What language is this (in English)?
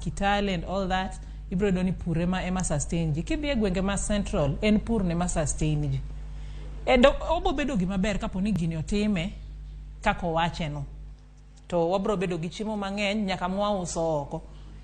Luo (Kenya and Tanzania)